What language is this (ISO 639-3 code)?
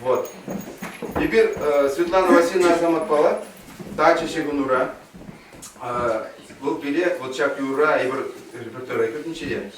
chv